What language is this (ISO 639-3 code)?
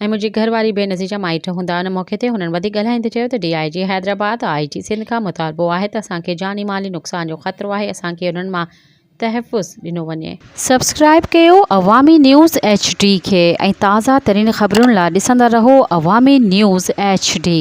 snd